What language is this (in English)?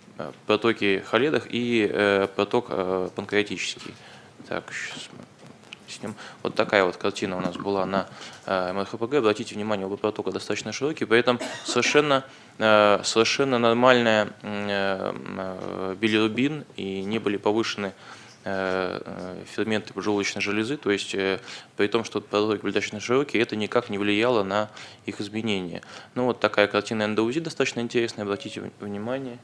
Russian